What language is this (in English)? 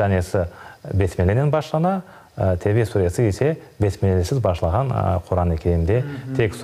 Crimean Tatar